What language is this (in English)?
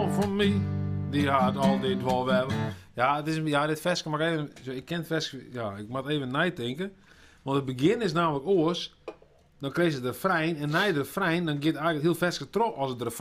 Western Frisian